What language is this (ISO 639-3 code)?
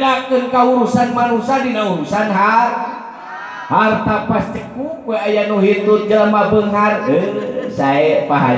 sun